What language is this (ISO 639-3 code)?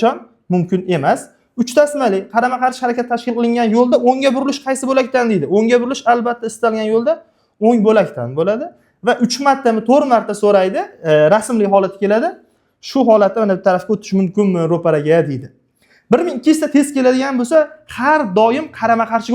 uzb